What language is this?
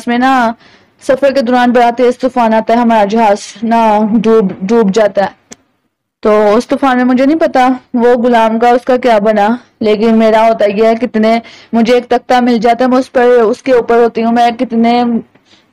Urdu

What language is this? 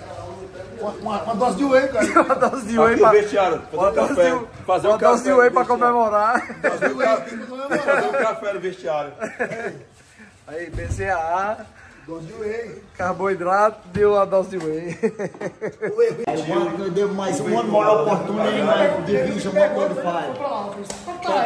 Portuguese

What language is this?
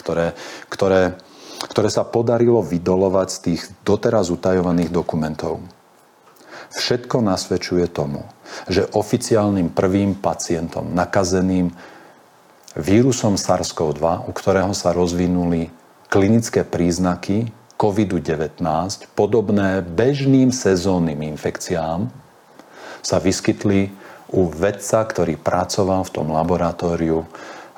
Slovak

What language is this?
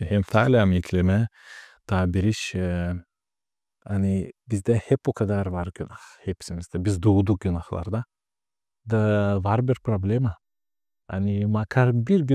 Gagauz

